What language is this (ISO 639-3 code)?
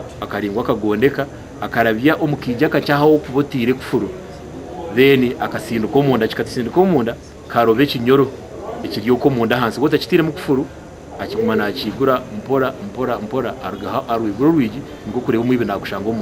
nyn